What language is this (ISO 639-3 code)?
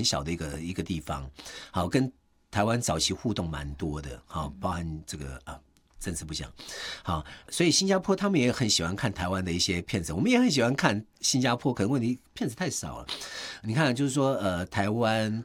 zho